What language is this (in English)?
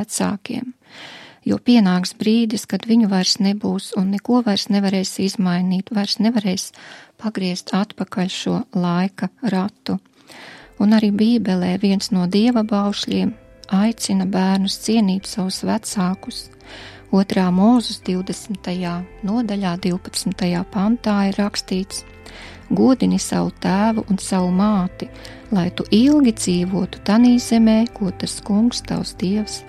Latvian